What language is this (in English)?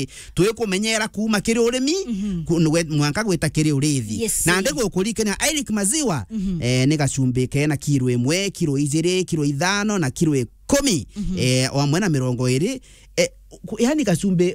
Meru